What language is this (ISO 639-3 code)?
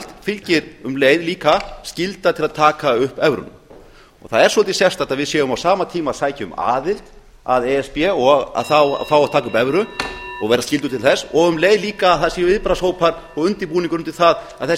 isl